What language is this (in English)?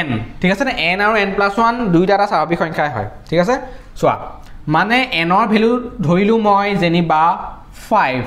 Assamese